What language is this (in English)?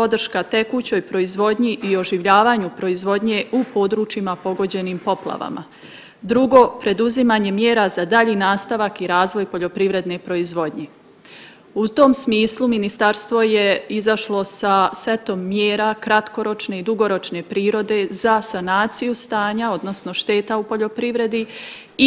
Bosnian